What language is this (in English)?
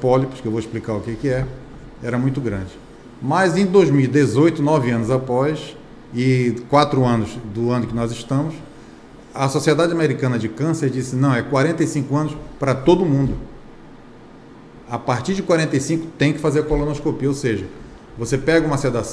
Portuguese